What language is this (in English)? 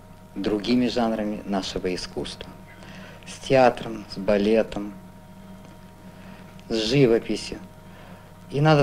Russian